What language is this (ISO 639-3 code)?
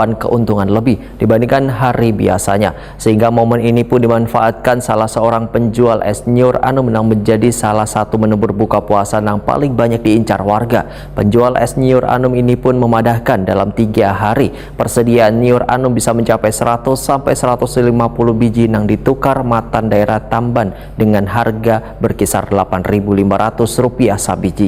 bjn